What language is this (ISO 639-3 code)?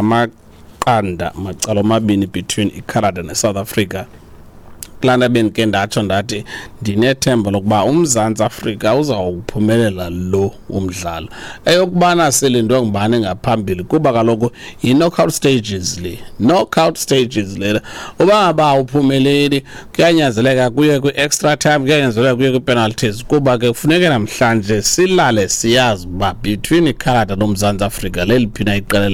xho